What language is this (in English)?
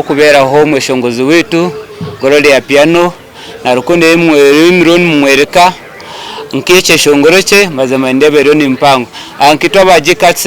Nyankole